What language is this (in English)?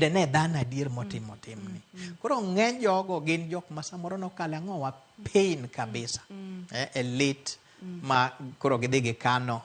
Luo (Kenya and Tanzania)